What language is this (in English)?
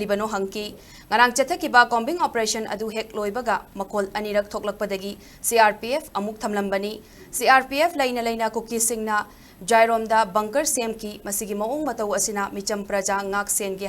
Manipuri